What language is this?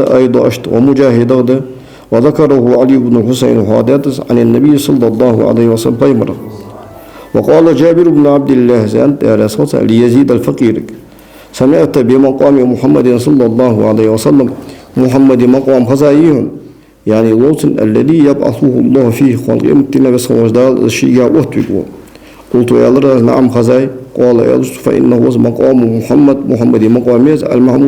Ingush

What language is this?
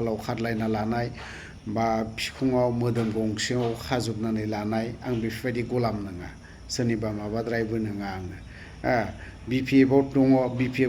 Bodo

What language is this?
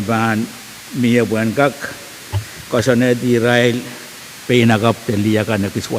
Pohnpeian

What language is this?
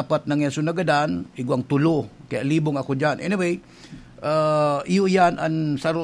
Bikol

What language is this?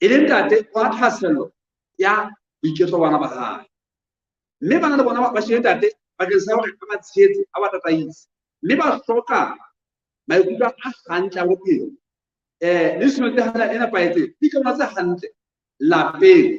Southern Sotho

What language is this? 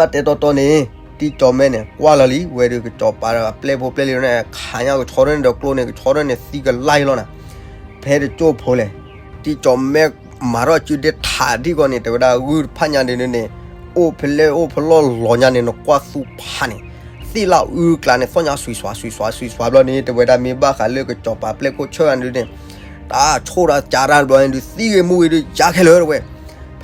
S'gaw Karen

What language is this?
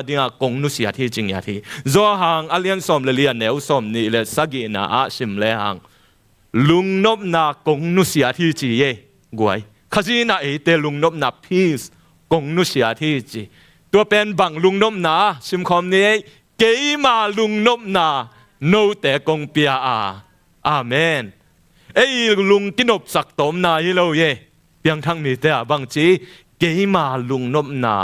Tedim Chin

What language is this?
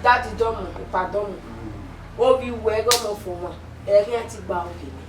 Bini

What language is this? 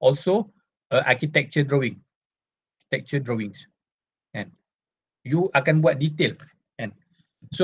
Malay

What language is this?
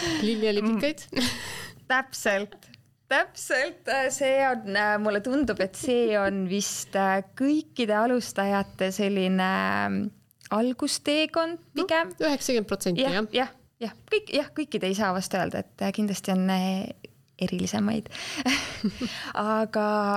Estonian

